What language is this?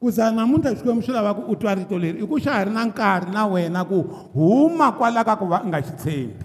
Tsonga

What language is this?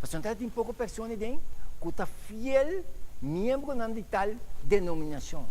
Papiamento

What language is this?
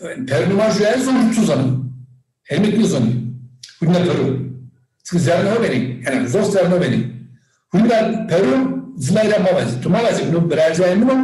Zaza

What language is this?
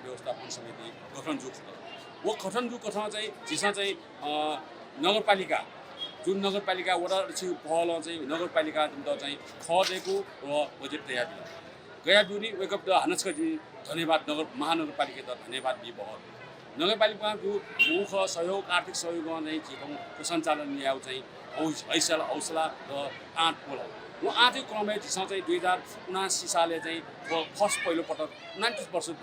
Newari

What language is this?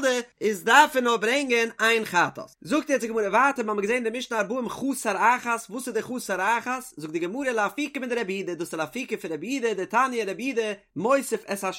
Yiddish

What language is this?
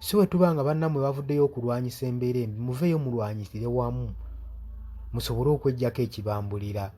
Ganda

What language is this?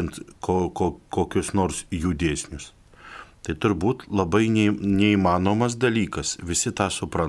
Lithuanian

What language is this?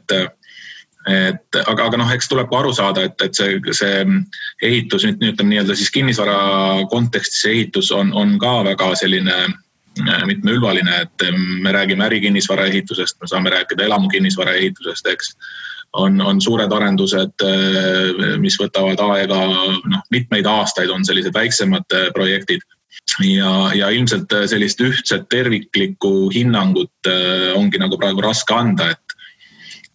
Estonian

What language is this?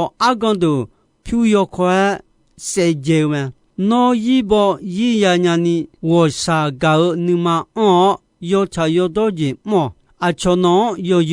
Akha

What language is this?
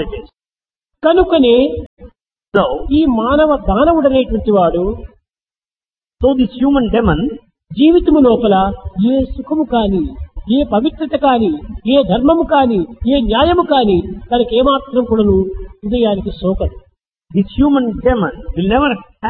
Telugu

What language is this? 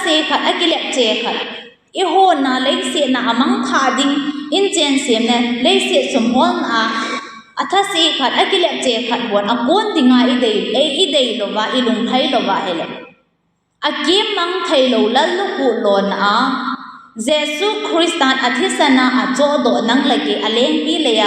Thado Chin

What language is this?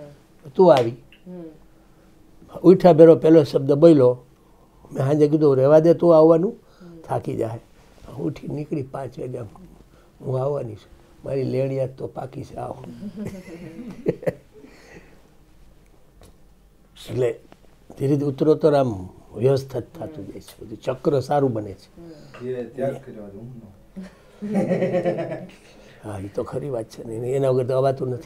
Gujarati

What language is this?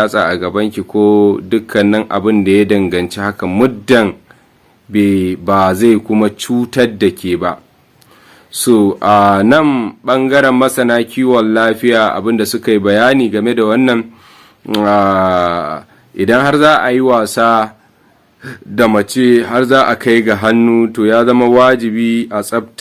Hausa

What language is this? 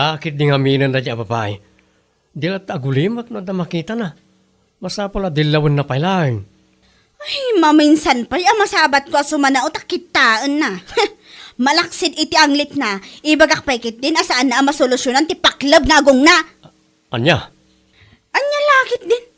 Iloko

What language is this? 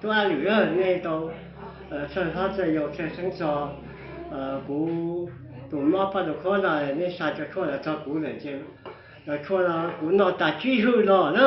Hmong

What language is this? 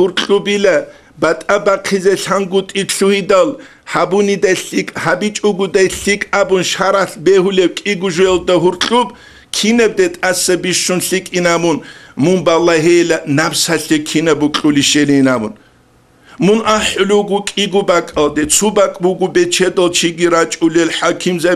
Avaric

